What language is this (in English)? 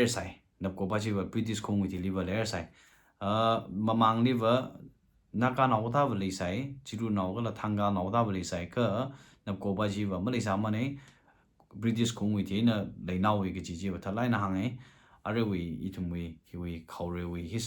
Tangkhul Naga (India)